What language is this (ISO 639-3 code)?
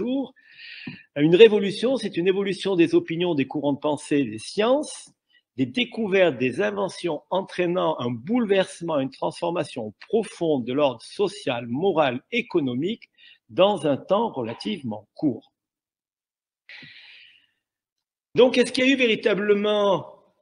fra